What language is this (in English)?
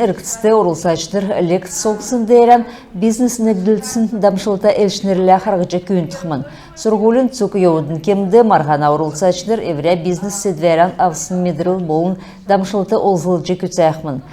Kalmyk